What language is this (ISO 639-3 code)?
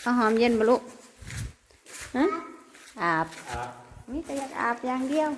lao